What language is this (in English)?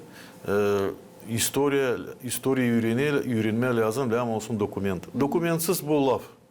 Gagauz